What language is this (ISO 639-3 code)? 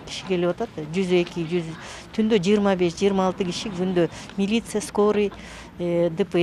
kir